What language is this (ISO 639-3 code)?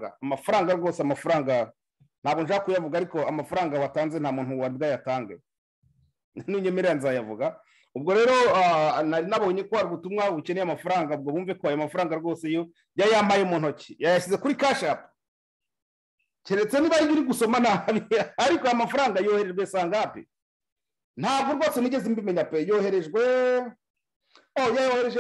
kin